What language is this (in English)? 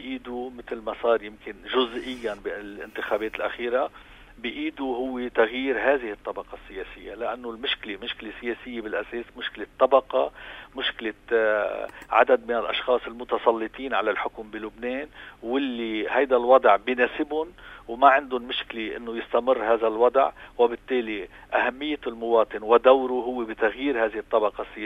North Levantine Arabic